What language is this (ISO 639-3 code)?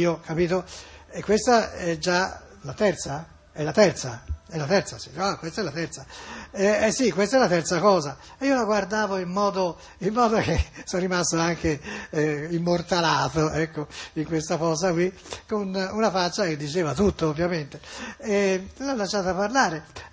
ita